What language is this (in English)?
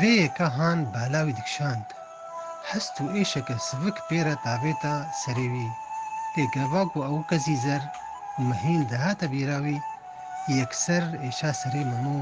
Kurdish